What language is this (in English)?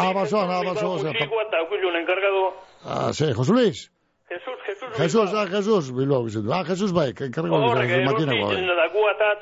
Basque